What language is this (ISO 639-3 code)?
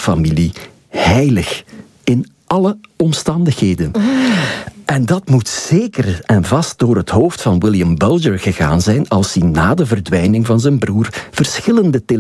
nld